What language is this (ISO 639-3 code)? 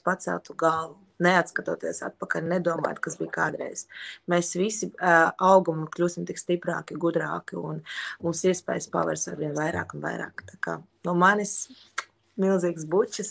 lav